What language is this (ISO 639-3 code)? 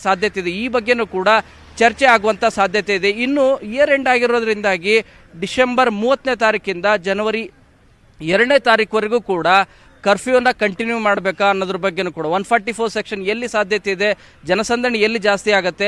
kan